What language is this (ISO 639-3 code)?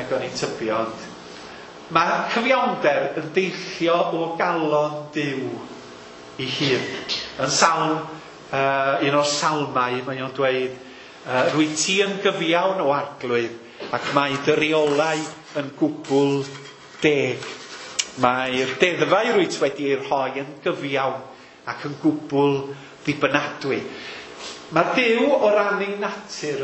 cym